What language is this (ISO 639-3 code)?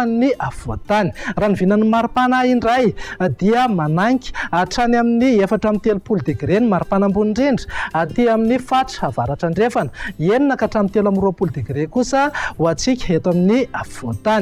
mlg